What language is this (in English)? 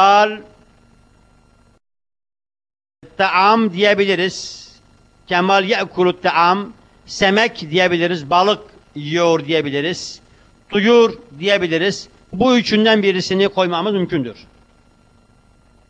Turkish